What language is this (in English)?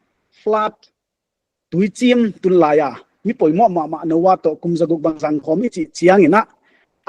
Paite Chin